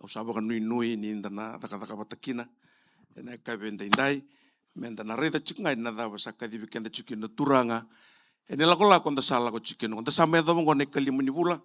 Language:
Fijian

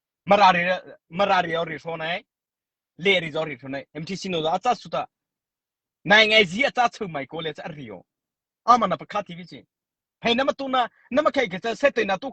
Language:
Mara Chin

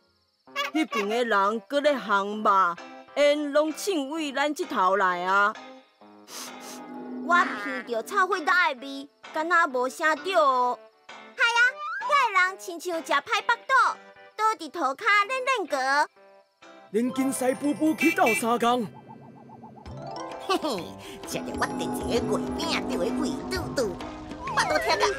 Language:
Min Nan Chinese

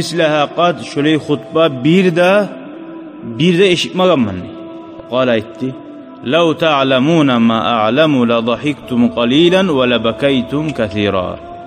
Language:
Kumyk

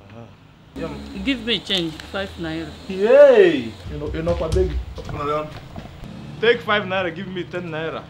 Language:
Nigerian Pidgin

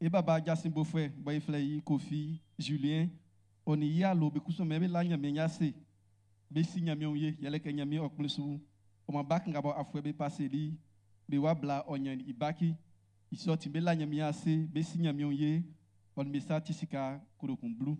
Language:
Baoulé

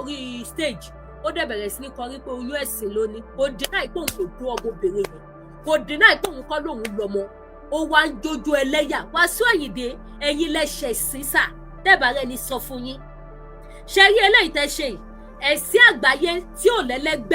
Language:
Yoruba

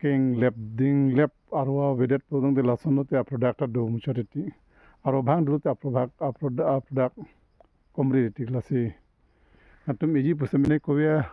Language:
Karbi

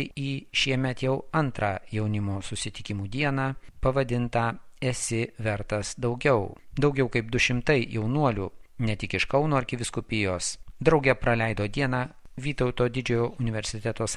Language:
Lithuanian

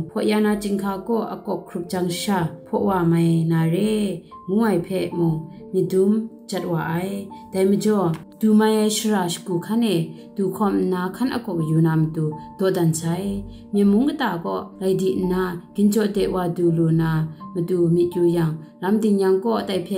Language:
Kachin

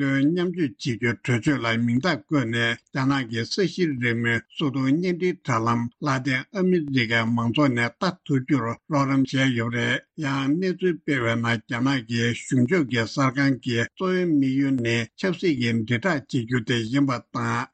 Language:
Tibetan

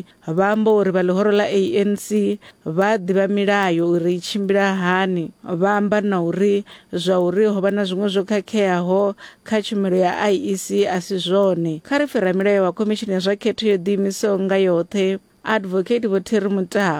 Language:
Venda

